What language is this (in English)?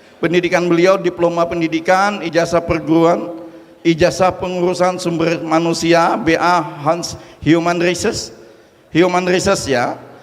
Banjar